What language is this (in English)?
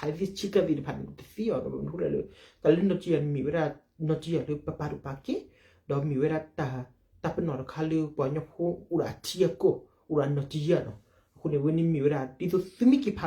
S'gaw Karen